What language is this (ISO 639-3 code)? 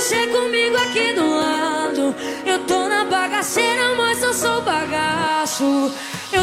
por